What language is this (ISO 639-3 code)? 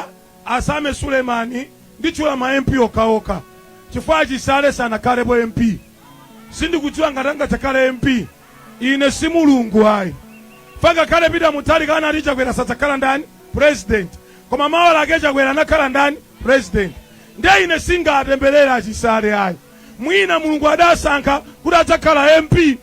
nya